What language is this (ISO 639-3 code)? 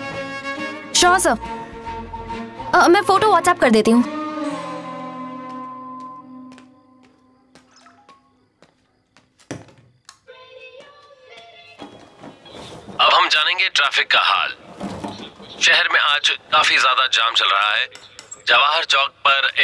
hin